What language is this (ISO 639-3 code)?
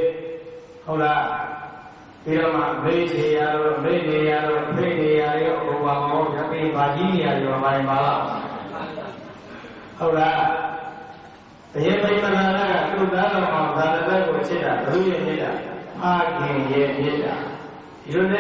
mya